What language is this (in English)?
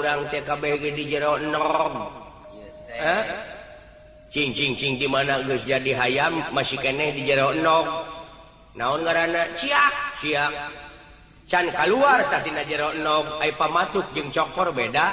Sundanese